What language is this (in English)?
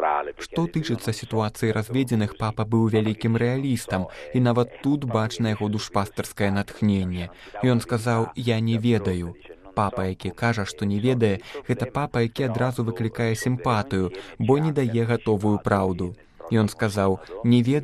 Belarusian